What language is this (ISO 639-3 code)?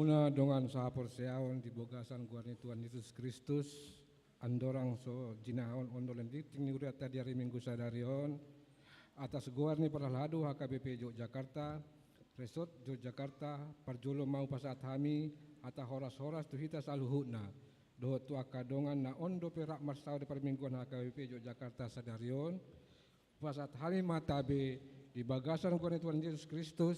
bbc